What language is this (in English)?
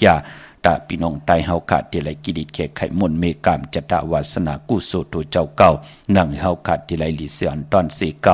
Shan